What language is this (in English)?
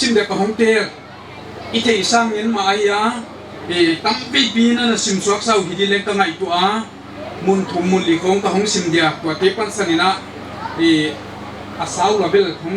Paite Chin